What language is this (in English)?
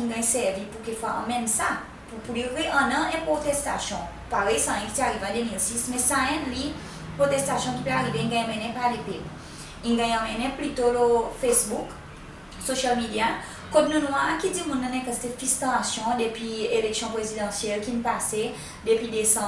Seselwa Creole French